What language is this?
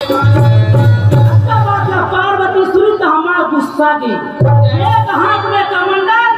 Chhattisgarhi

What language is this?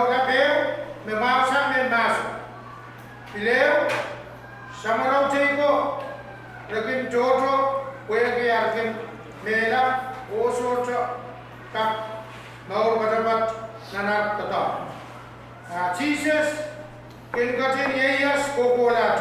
Pohnpeian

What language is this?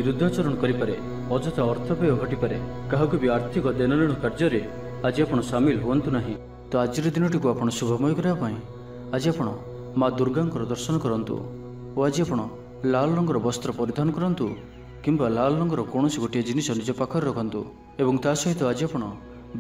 Odia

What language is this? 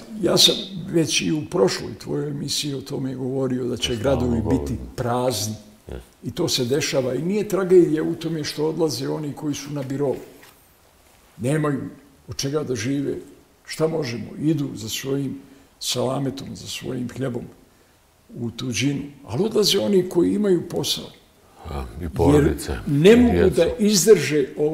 Bosnian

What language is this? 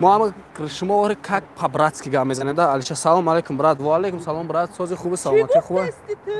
Tajik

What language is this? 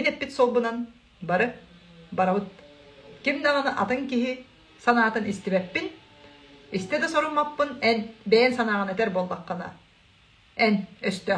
Yakut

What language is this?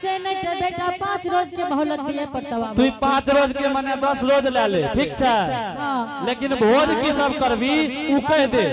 Angika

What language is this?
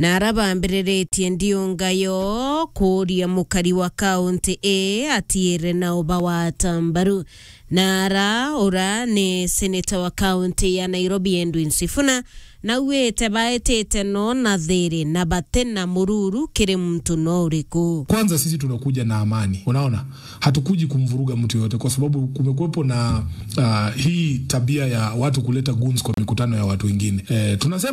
Meru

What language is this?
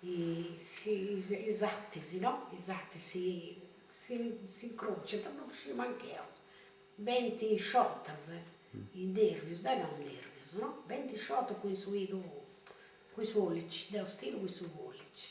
Sardinian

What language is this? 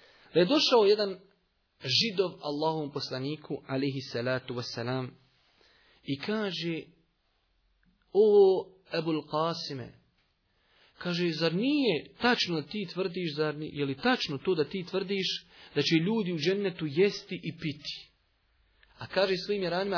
Bosnian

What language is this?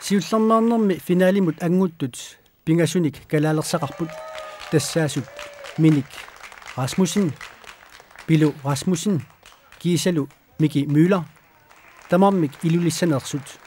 Kalaallisut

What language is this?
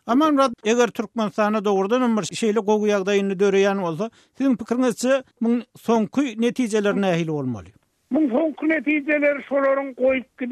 Turkmen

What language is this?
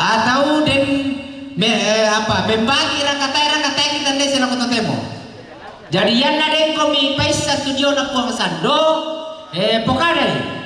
Toraja-Sa'dan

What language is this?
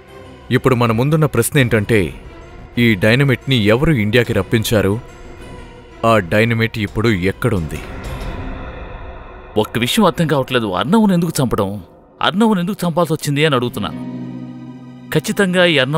Telugu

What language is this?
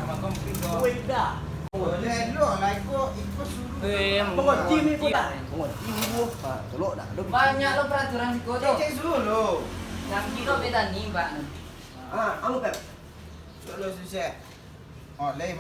Minangkabau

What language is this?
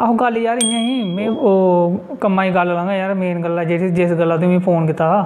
Dogri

